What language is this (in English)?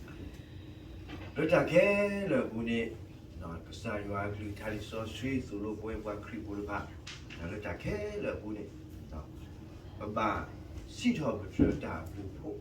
S'gaw Karen